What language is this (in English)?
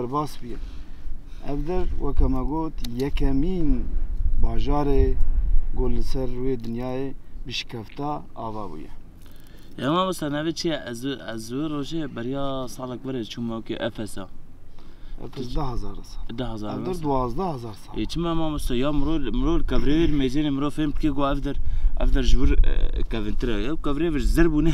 Kurdish